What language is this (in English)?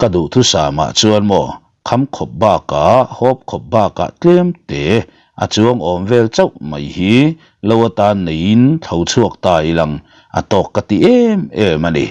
Mizo